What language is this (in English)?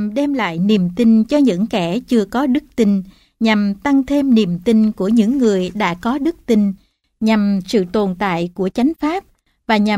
Vietnamese